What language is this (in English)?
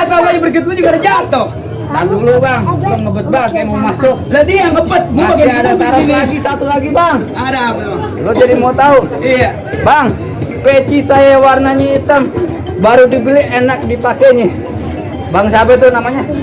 Betawi